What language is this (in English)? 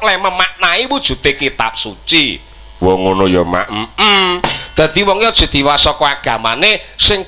Javanese